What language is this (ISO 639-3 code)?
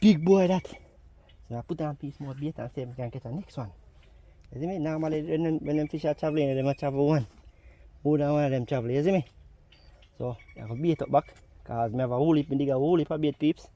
jam